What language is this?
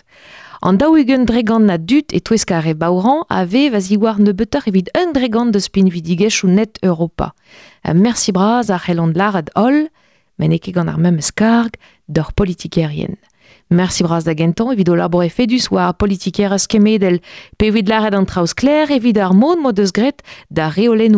Breton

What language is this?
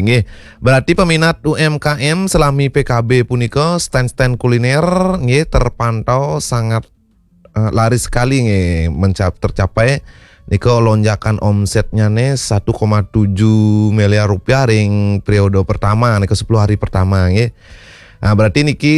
Balinese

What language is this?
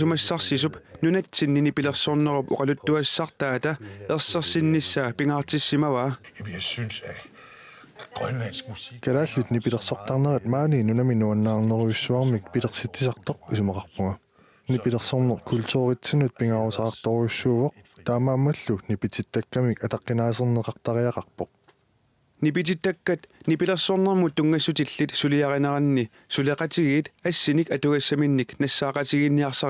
Kalaallisut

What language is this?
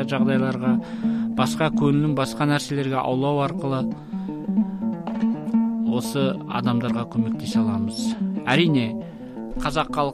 Kazakh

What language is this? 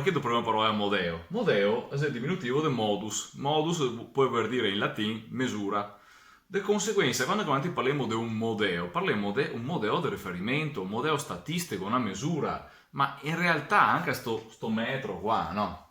Venetian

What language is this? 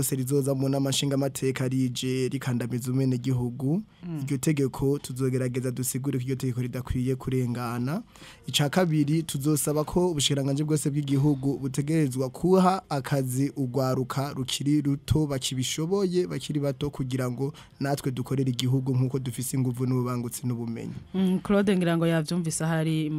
Rundi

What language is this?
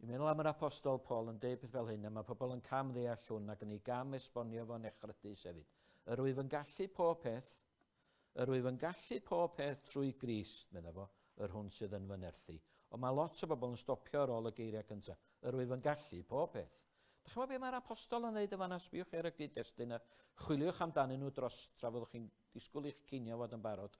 Welsh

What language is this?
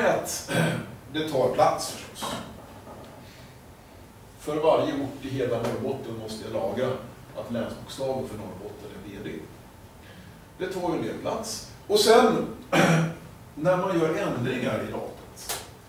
Swedish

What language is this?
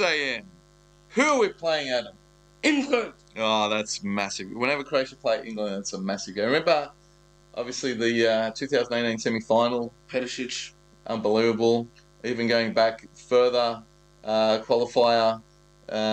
English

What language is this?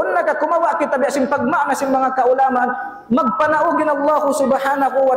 Tausug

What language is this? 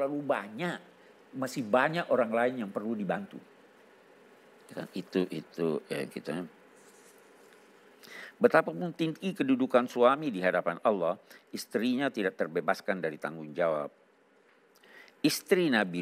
Indonesian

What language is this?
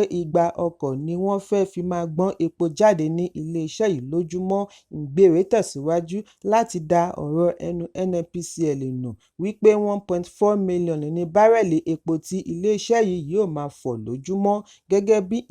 Yoruba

